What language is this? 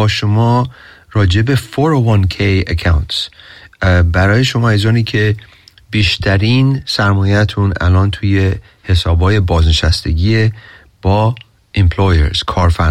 Persian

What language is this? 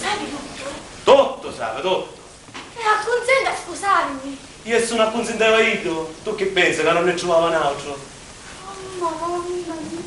Sicilian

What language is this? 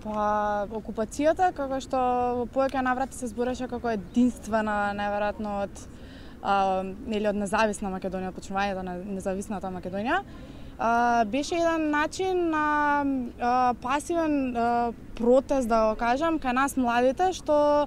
Macedonian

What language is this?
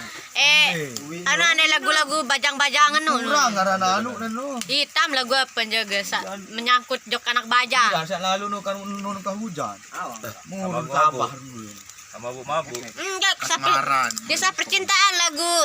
Sasak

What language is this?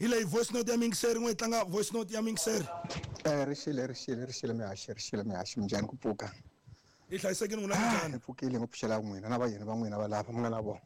Tsonga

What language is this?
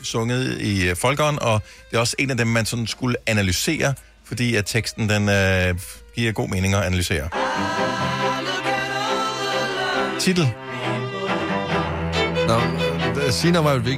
Danish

